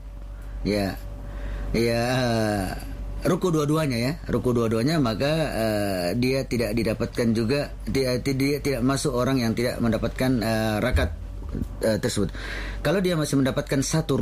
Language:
Indonesian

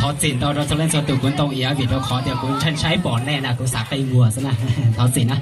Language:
Hmong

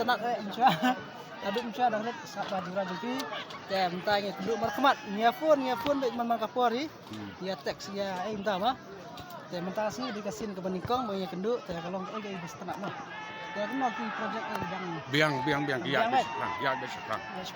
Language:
Khasi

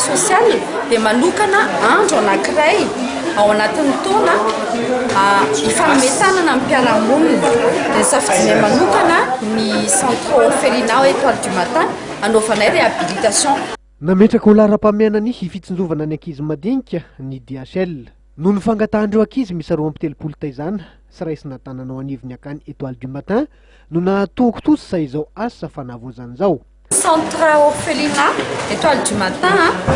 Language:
Malagasy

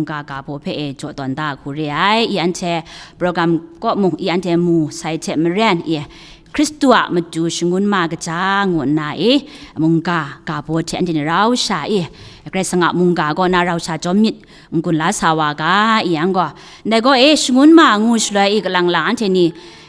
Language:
Kachin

